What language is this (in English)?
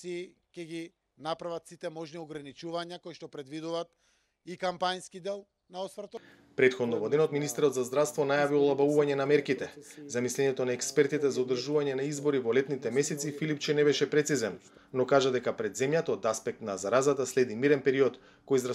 Macedonian